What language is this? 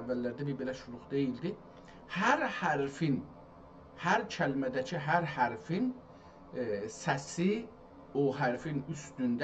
South Azerbaijani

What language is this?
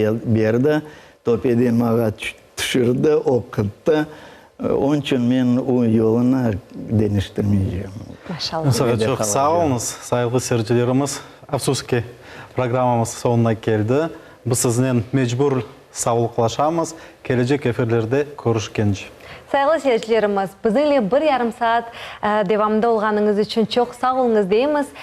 Crimean Tatar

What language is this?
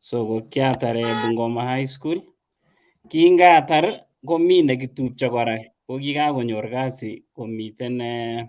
Kalenjin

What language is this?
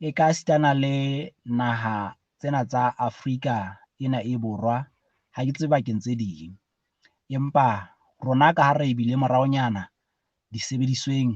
Southern Sotho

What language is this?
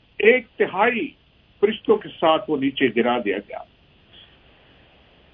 Urdu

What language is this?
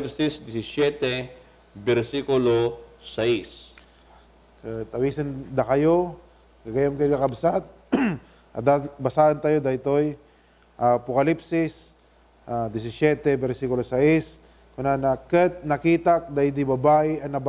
Iloko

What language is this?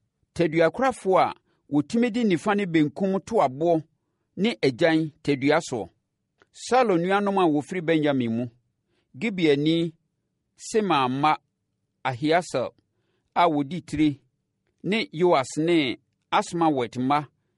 Akan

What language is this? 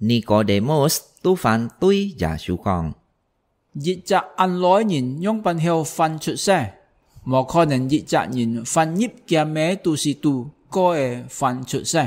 Hakka Chinese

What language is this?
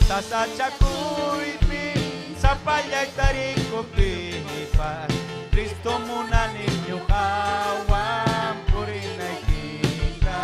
Ayacucho Quechua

